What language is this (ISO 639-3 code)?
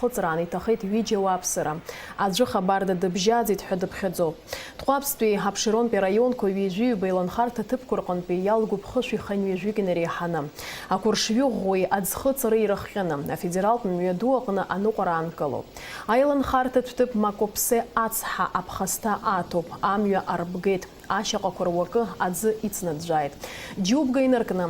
abk